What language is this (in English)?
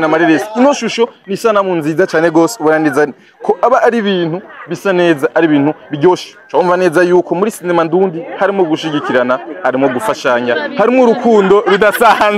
Rundi